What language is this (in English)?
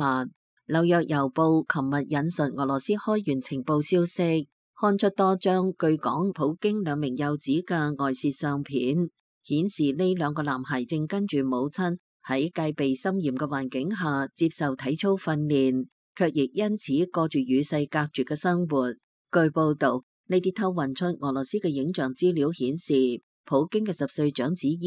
Cantonese